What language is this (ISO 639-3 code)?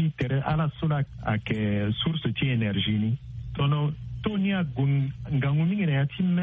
sag